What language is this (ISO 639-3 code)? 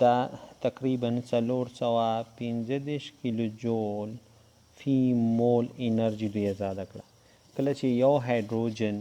pus